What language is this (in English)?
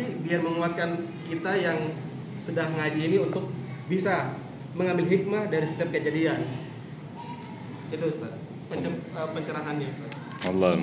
Indonesian